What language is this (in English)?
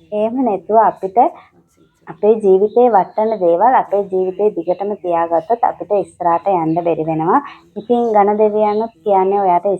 Sinhala